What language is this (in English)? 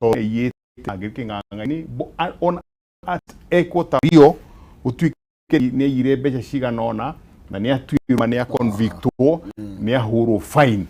Kikuyu